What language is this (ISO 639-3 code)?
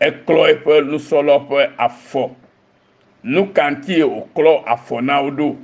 ewe